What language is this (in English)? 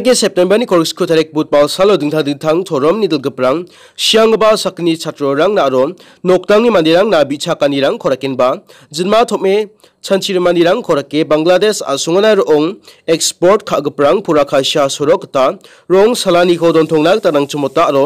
Garo